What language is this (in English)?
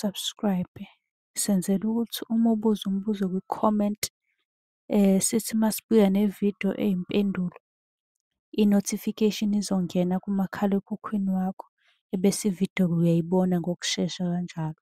Zulu